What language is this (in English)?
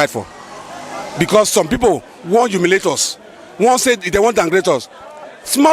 Nigerian Pidgin